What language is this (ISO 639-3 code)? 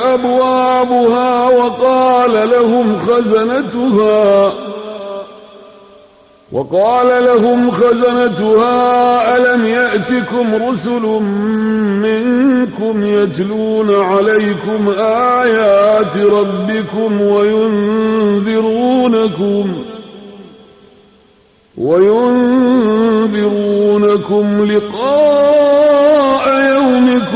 ara